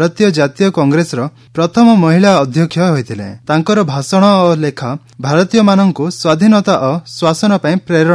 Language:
Odia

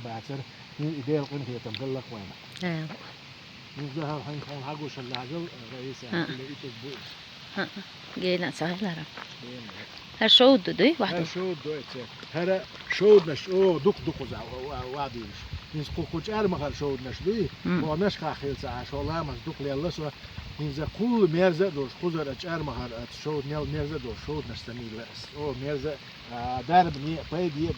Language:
Chechen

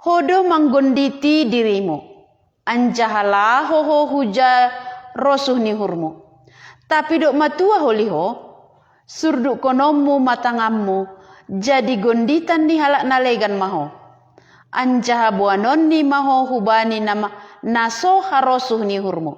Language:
Batak Simalungun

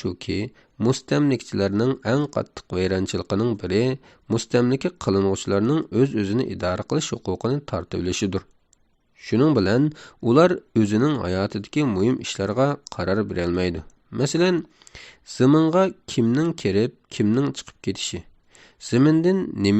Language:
Uyghur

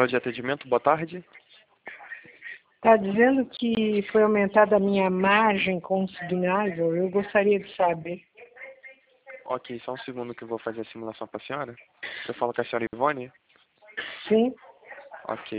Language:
Portuguese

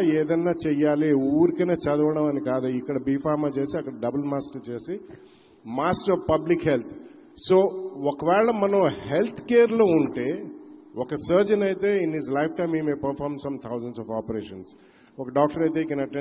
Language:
Telugu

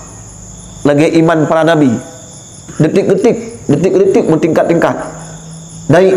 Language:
Achinese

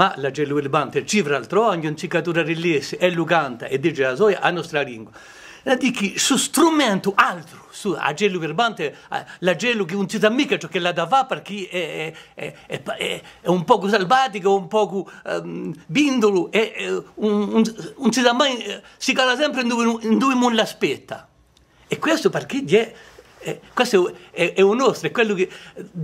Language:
Corsican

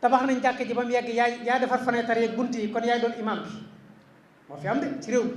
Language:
Wolof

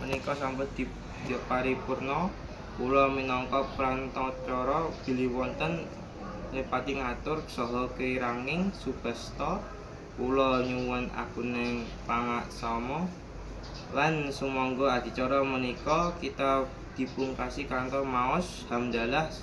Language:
Javanese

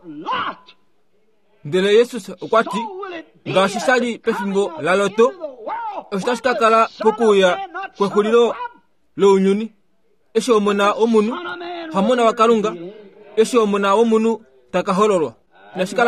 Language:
Kuanyama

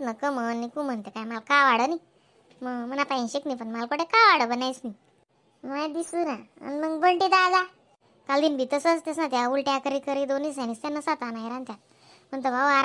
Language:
Khandesi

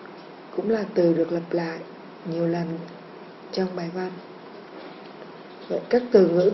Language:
Vietnamese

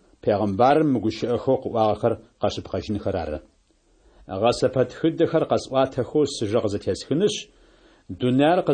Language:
Adyghe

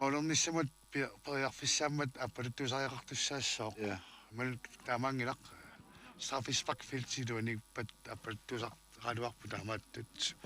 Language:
Kalaallisut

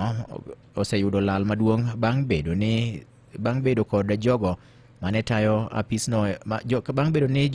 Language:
Luo (Kenya and Tanzania)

